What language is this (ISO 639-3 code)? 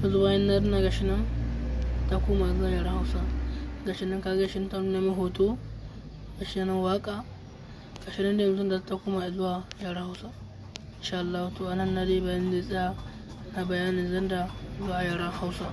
hau